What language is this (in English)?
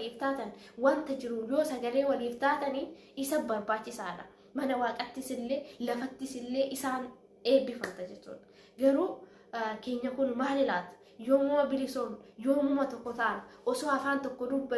Oromo